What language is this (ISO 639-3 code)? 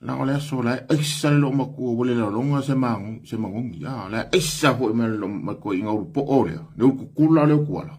smo